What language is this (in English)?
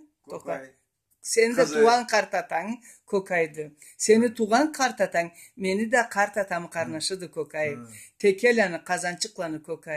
Karachay-Balkar